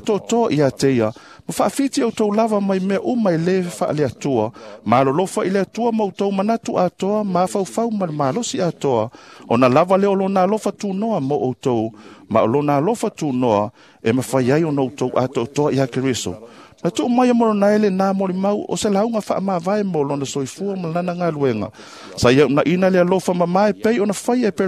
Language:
Samoan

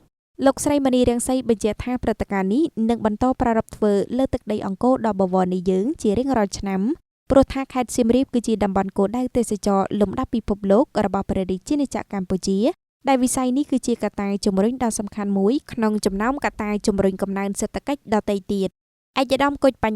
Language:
Khmer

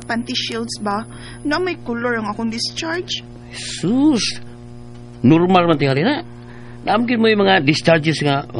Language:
Cebuano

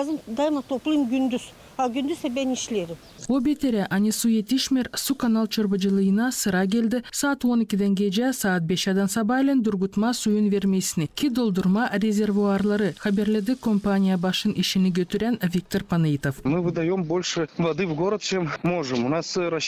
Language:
Gagauz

